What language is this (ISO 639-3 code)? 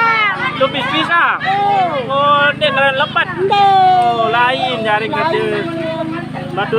sas